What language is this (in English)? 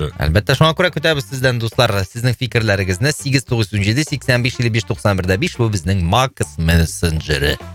Tatar